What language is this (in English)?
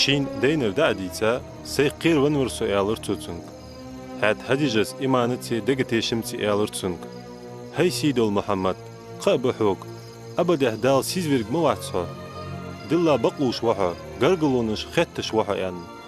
Ingush